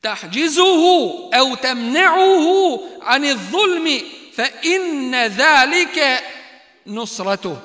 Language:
Bosnian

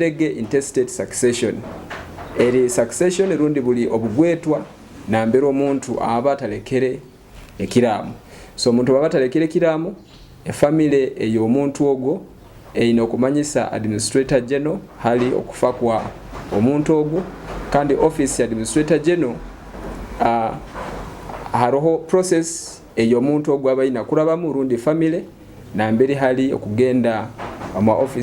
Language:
Nyoro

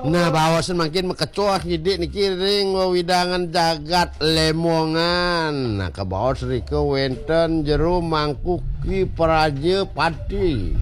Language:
Balinese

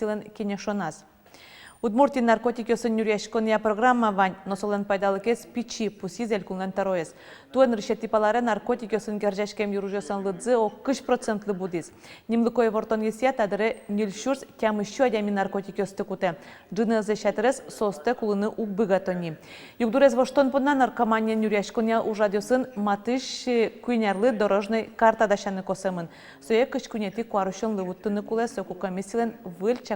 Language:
Udmurt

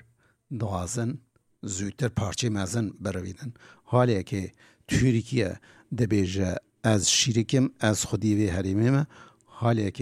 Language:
Kurdish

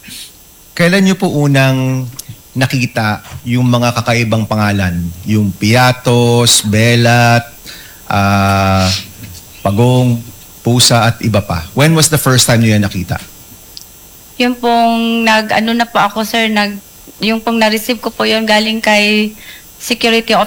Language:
Filipino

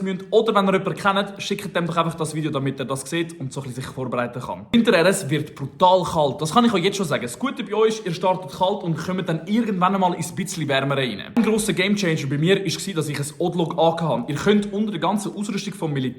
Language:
Swiss German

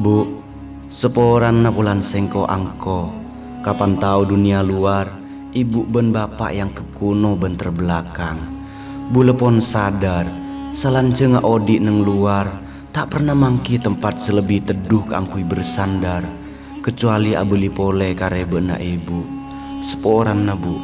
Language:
Madurese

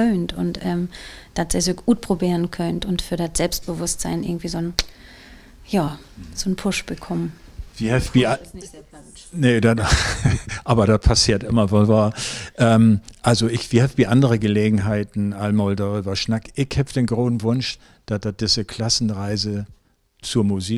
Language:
Low German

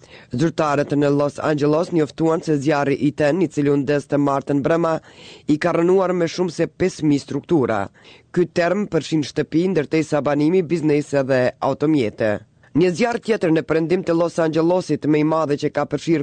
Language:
Albanian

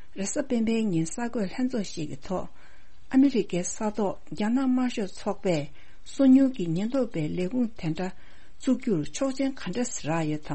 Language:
Tibetan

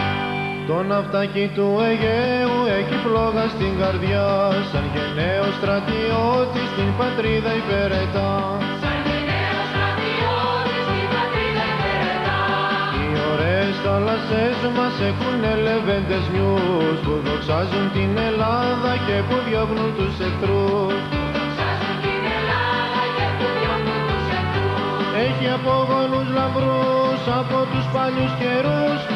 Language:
Greek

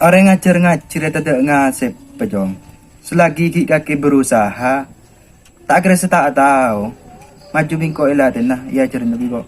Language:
Madurese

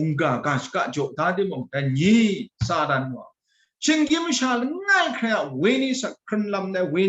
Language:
Kachin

